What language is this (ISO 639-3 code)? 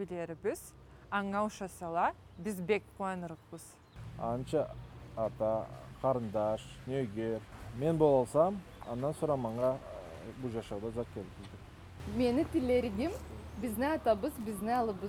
krc